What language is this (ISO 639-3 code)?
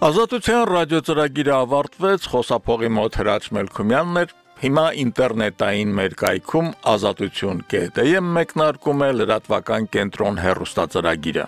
hye